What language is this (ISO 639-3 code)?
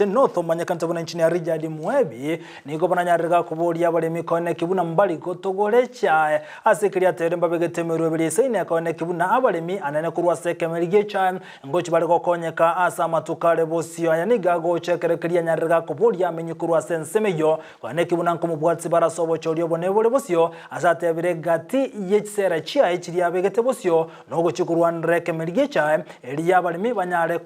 guz